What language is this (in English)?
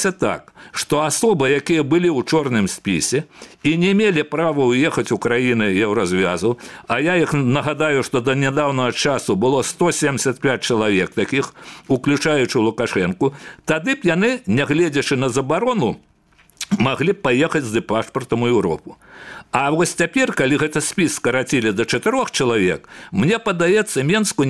Belarusian